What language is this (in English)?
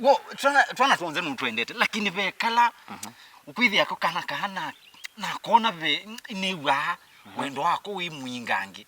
Kamba